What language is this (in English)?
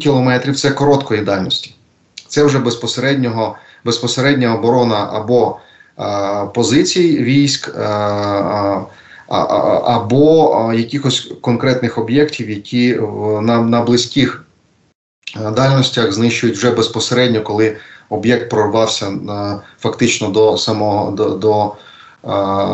Ukrainian